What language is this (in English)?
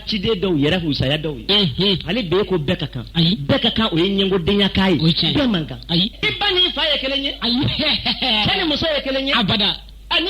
Bambara